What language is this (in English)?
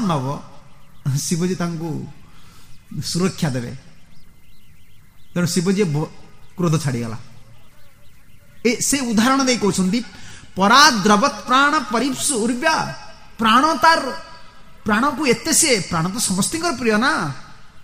Odia